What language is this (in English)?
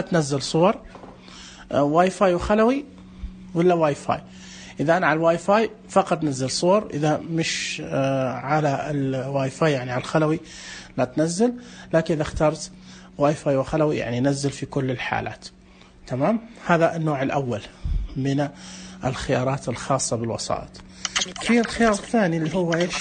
Najdi Arabic